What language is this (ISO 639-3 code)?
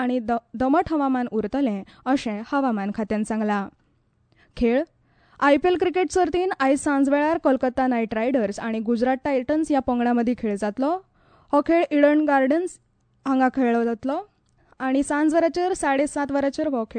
kok